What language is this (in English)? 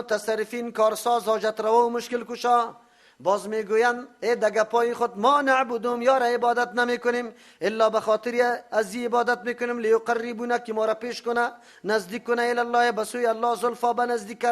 Persian